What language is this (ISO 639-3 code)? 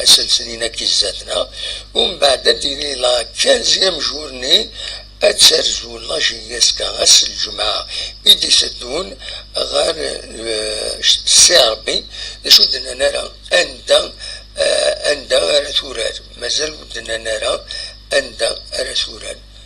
kab